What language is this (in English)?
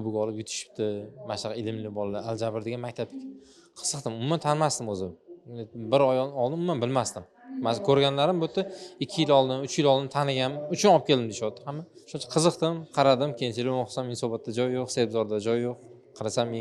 Uzbek